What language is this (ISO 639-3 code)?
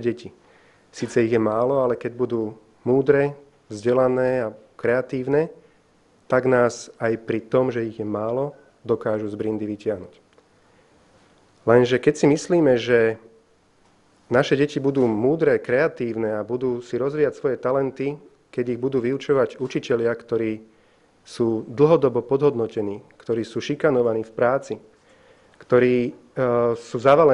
slk